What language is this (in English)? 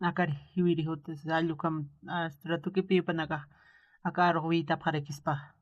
Aymara